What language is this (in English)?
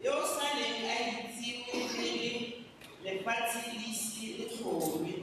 Tswana